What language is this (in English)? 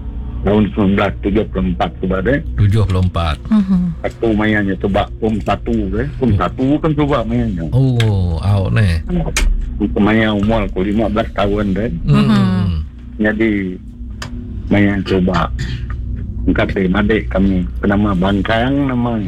Iban